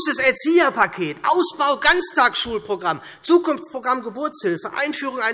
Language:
German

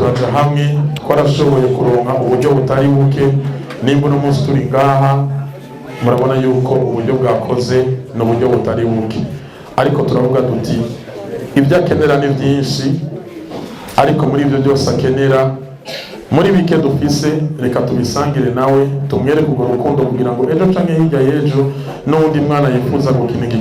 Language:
Rundi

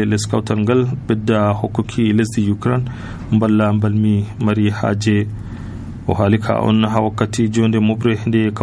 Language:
Nigerian Fulfulde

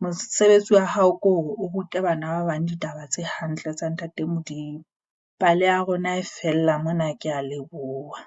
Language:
Southern Sotho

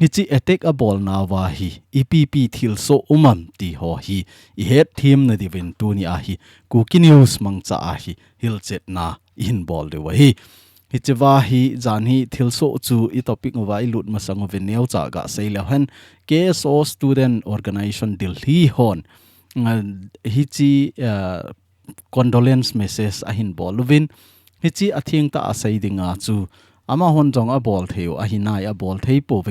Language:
Thado Chin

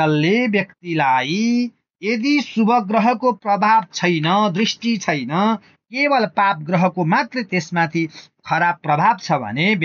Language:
Nepali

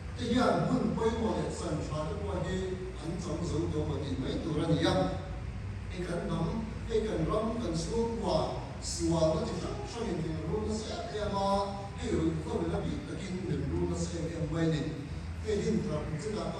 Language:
Mizo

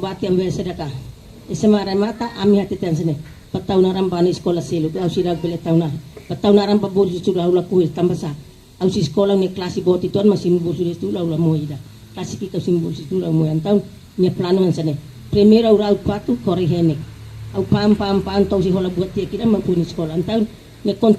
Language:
Tetum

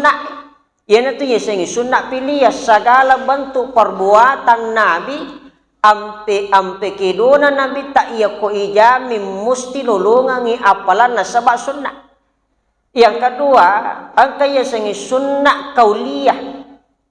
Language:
Buginese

